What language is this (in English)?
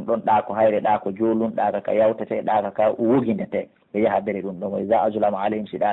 Pular